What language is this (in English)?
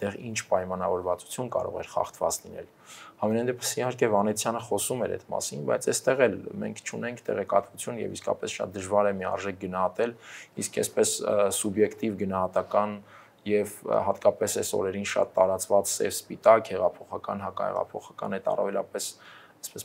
Armenian